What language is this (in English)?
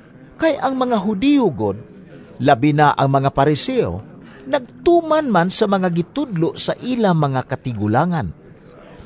Cebuano